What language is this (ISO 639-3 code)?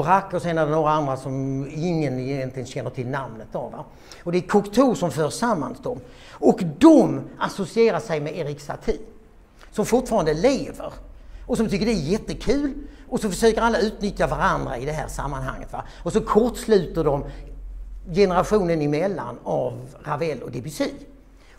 swe